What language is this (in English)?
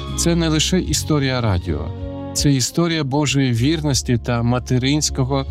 Ukrainian